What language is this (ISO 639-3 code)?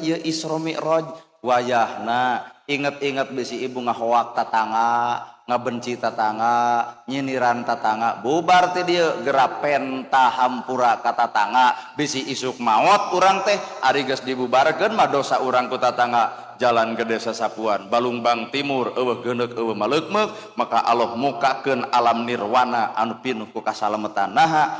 sun